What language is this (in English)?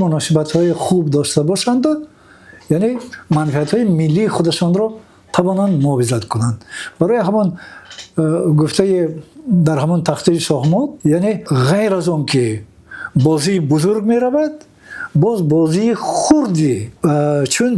Tajik